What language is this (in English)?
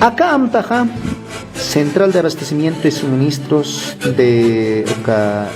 Aymara